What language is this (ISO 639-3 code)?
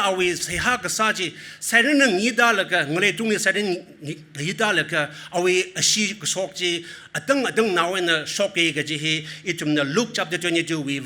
nmf